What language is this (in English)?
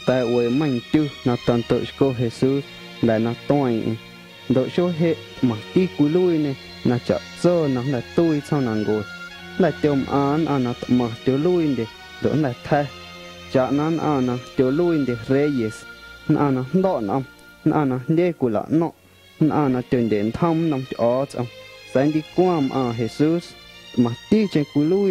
Guerrero Amuzgo